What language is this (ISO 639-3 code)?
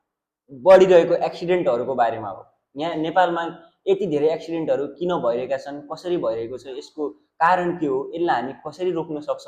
nep